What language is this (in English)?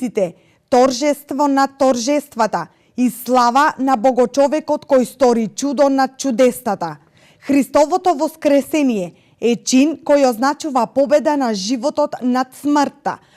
Macedonian